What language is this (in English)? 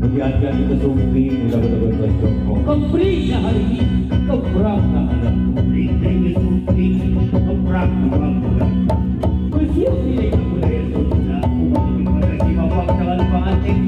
Sundanese